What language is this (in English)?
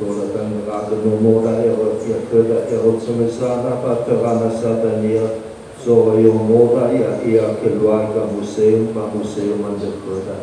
Nias